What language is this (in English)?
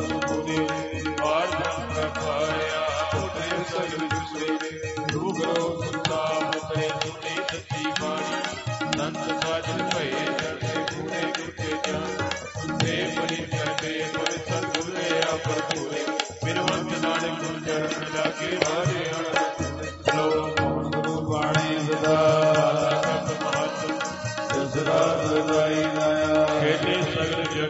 Punjabi